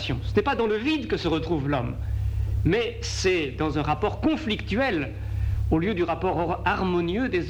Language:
French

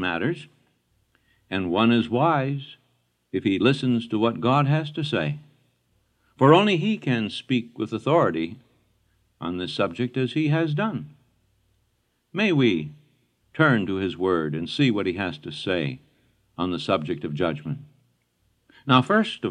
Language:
English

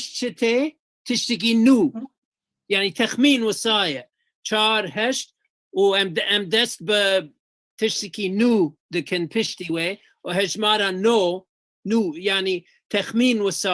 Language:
Kurdish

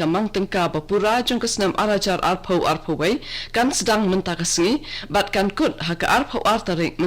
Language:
Khasi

